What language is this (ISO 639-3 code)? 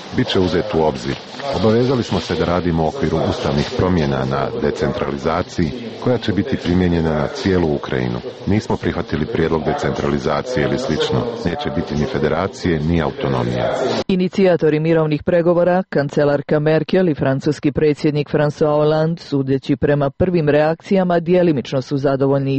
srp